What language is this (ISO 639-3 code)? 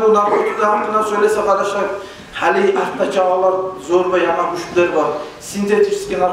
kum